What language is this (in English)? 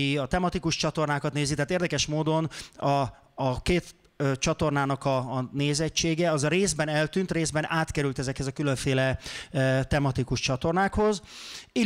Hungarian